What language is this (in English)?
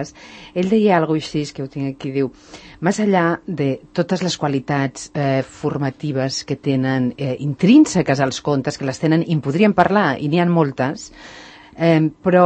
Catalan